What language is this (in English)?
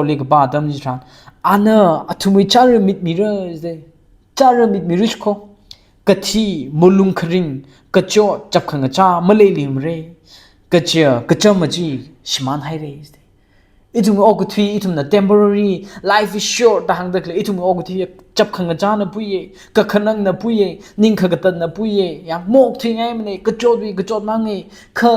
Tangkhul Naga (India)